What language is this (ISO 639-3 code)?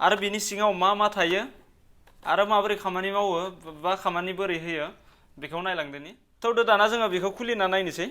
brx